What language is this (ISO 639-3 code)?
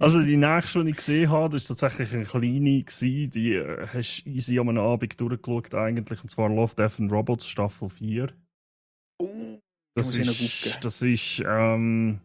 gsw